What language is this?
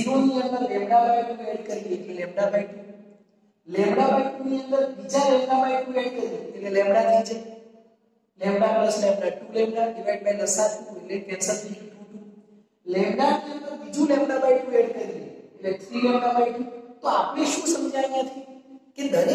Gujarati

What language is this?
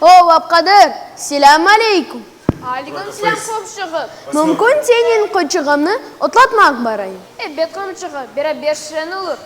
Crimean Tatar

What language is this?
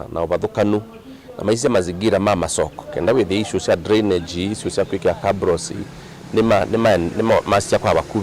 Kamba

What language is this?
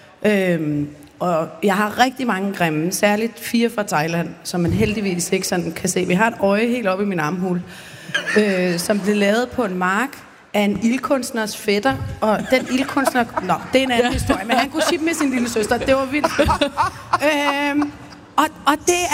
Danish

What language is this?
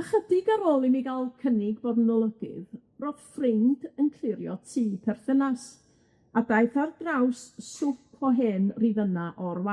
Welsh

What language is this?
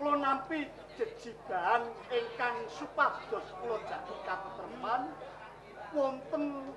Javanese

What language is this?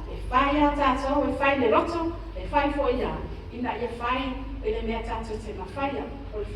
Samoan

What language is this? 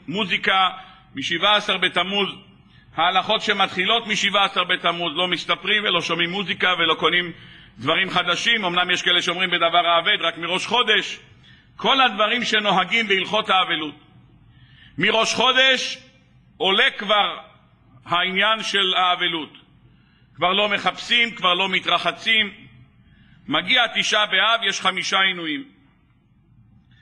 Hebrew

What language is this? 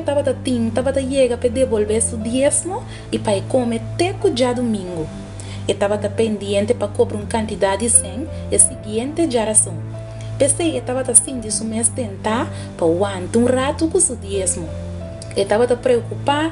Papiamento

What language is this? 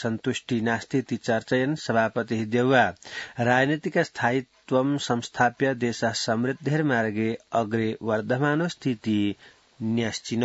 Sanskrit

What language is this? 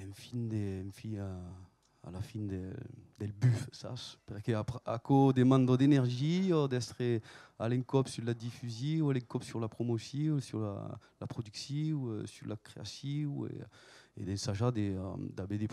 Occitan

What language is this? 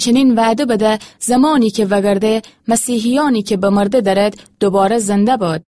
Gilaki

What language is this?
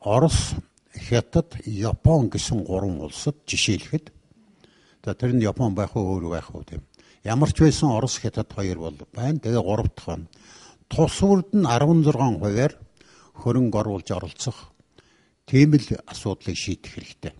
Mongolian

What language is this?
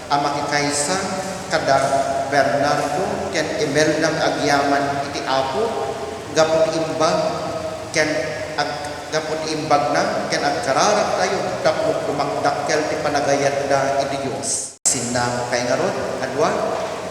Iloko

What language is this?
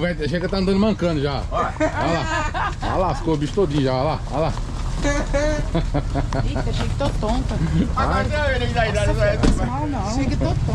Portuguese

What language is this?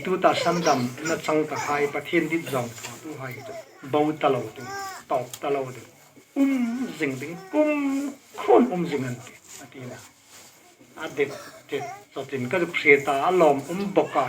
Hmar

